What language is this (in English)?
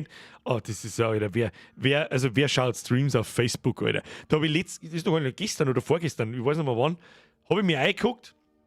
Bavarian